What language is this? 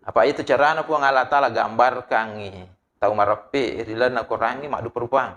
Buginese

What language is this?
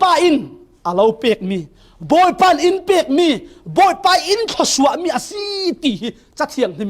Falam Chin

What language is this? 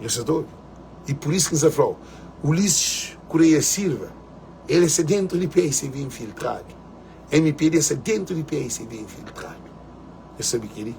Kabuverdianu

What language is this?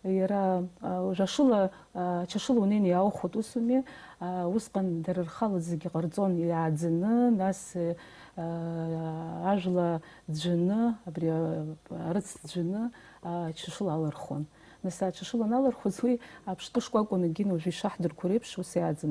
Abkhazian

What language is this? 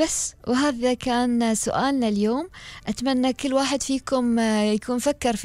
Gulf Arabic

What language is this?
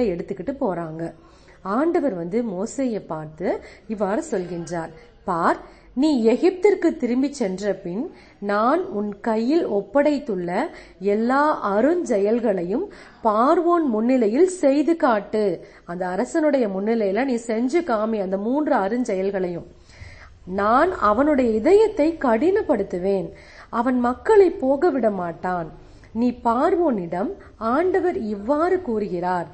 Tamil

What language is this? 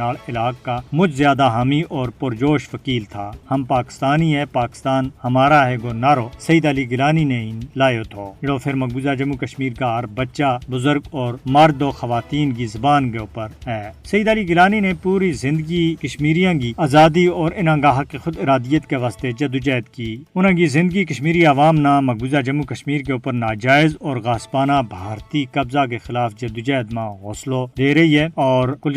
Gujari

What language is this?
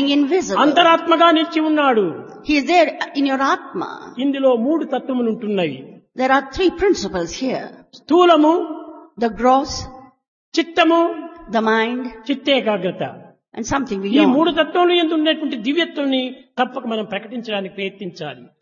Telugu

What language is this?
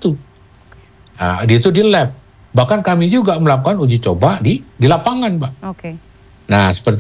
Indonesian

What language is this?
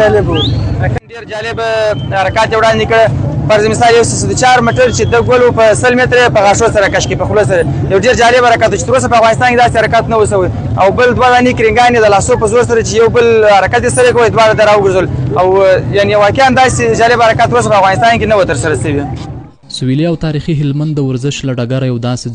Pashto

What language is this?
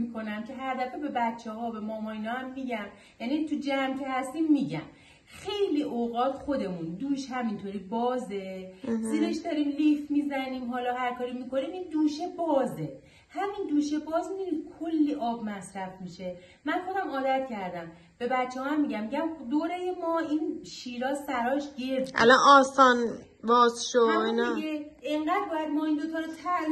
Persian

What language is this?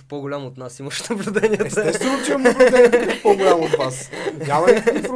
Bulgarian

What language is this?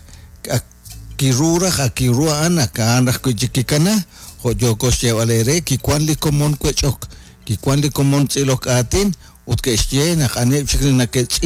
Kekchí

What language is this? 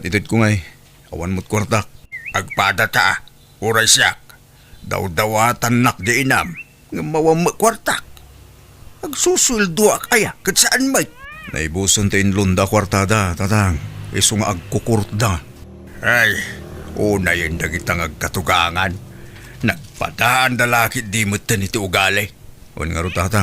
Iloko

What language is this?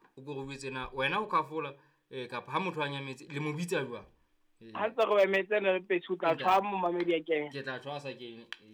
Southern Sotho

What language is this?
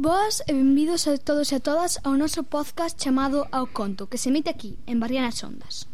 Galician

